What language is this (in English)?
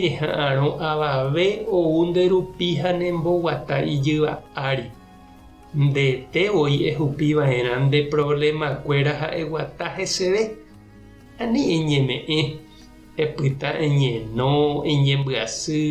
Guarani